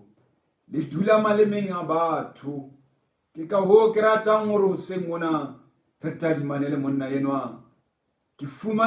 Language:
Southern Sotho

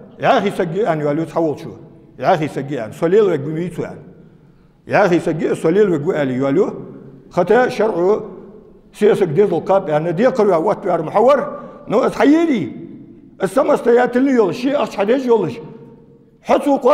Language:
Ingush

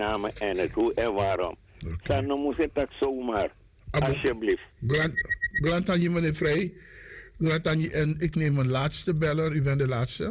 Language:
Dutch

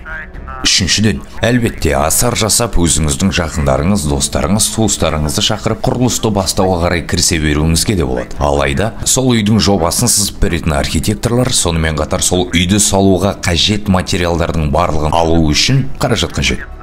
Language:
Kazakh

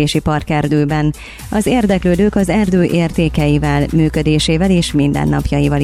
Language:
Hungarian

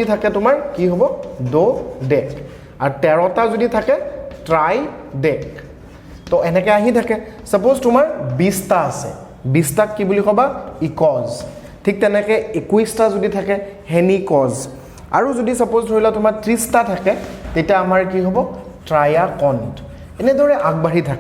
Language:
Assamese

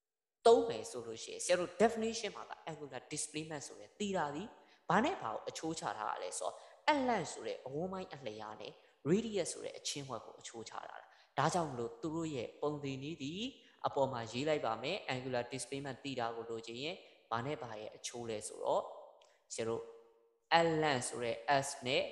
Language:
Burmese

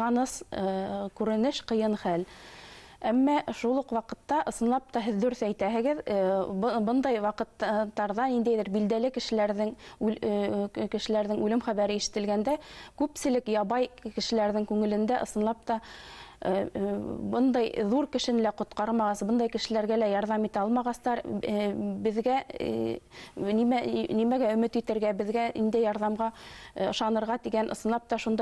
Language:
Bashkir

